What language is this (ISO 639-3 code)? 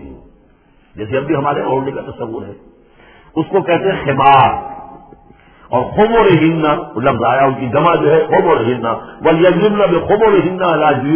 urd